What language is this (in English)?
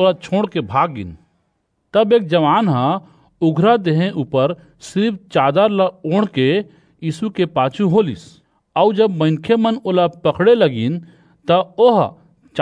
Chhattisgarhi